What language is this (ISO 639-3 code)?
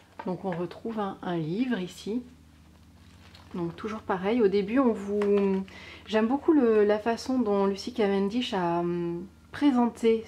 fra